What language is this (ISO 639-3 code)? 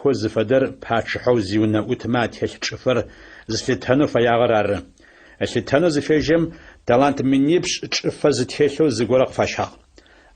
ady